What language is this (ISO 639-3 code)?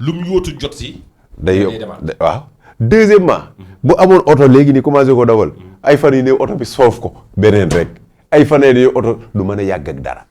wol